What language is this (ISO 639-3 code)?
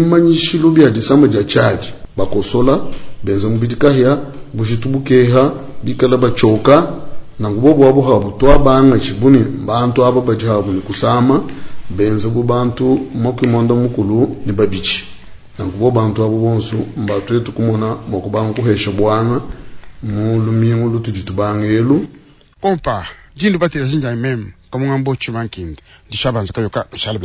lua